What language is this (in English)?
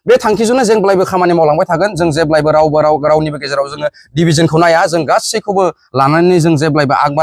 Bodo